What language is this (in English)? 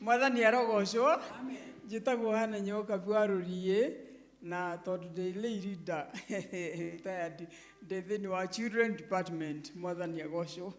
Kikuyu